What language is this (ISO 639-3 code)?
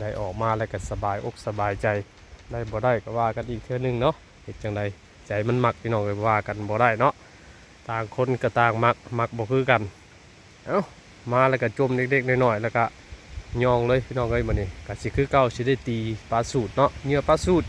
lao